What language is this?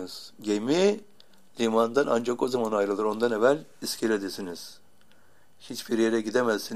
Turkish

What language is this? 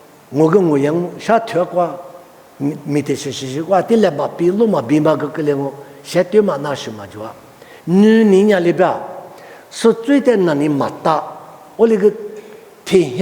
Lisu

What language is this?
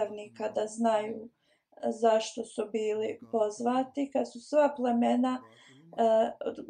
Bosnian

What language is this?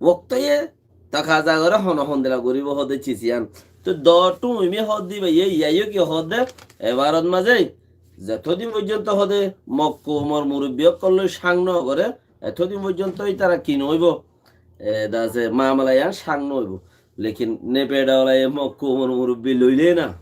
Rohingya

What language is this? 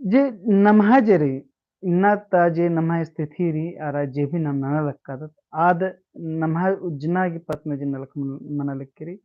Kurukh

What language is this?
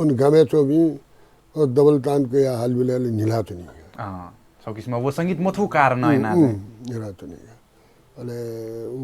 Newari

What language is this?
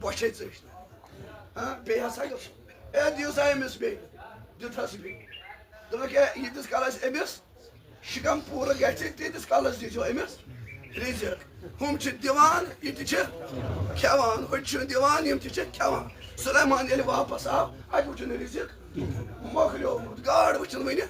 Kashmiri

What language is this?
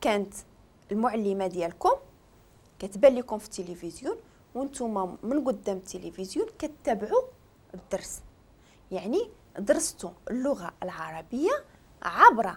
Moroccan Arabic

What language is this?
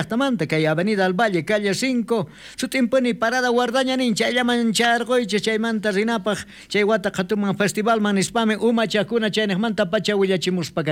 South Bolivian Quechua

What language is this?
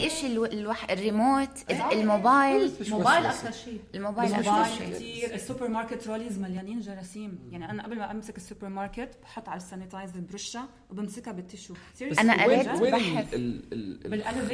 North Levantine Arabic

